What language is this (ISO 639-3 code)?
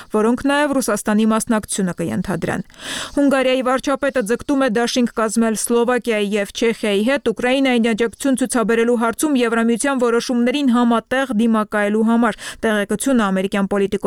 hye